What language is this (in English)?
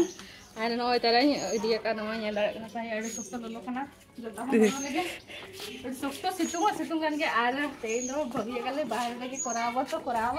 Santali